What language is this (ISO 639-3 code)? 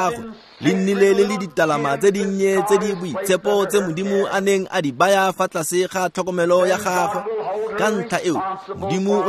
tsn